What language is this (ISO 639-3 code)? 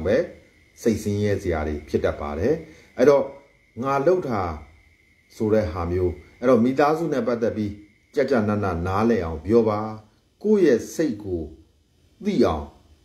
mya